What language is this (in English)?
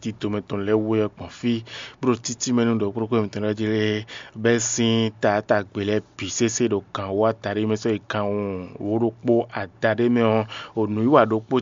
Fon